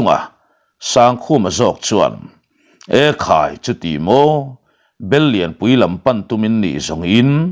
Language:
Mizo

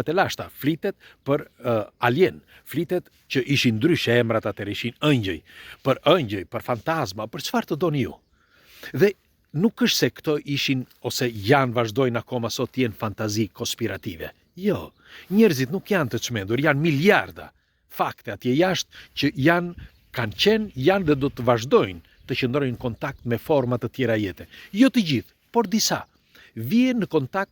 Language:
Albanian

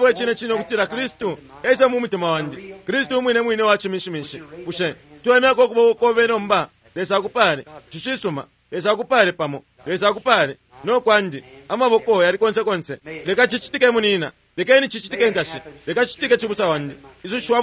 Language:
Bemba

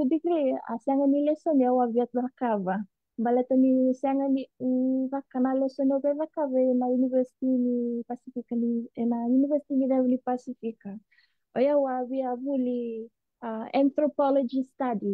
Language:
Fijian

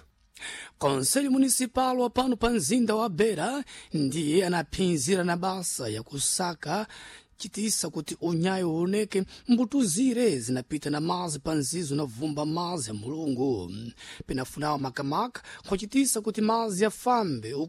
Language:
Sena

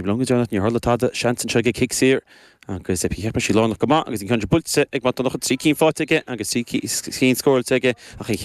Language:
Irish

